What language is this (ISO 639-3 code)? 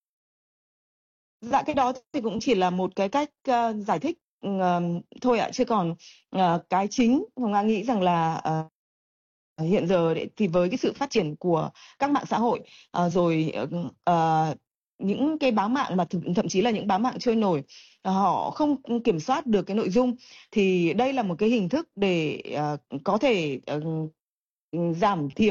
vie